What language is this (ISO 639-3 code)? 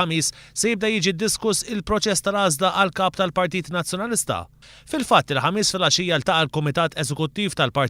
mlt